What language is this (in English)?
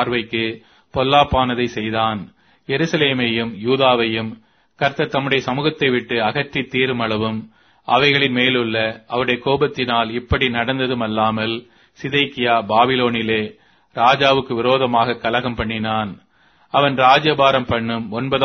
Tamil